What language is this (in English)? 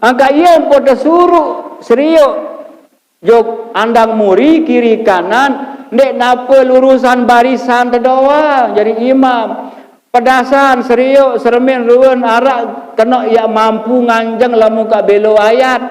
Sasak